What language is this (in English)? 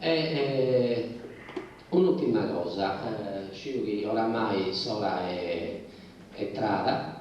Sardinian